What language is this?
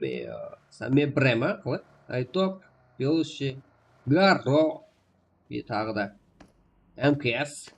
Kara-Kalpak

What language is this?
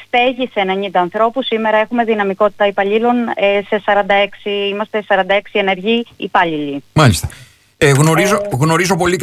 Greek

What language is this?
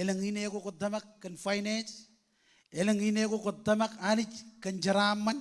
Marshallese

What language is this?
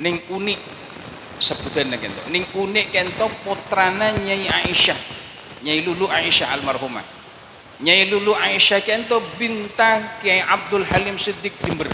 Madurese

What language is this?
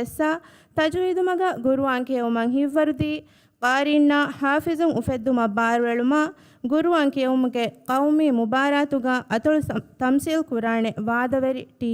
Divehi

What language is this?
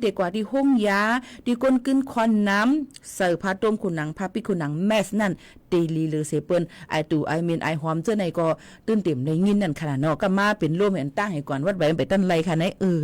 Shan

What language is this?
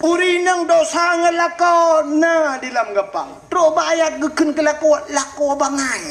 Achinese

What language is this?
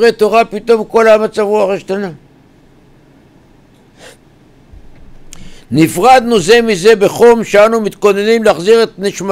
Hebrew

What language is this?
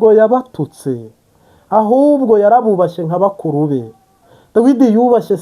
Kinyarwanda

